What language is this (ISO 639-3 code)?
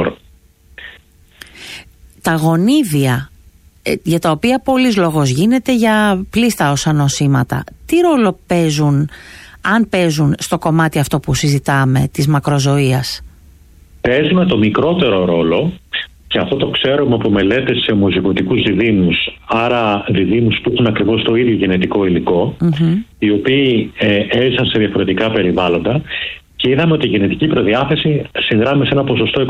ell